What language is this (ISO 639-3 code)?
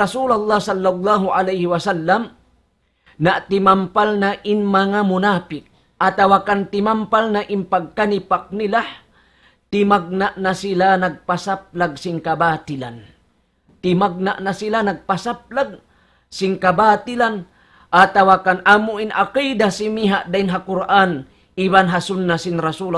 tsg